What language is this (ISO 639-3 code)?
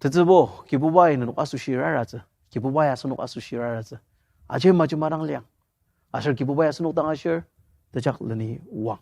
njo